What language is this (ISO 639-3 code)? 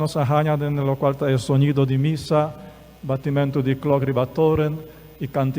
pap